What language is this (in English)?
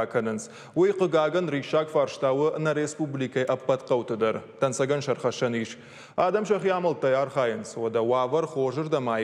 Ossetic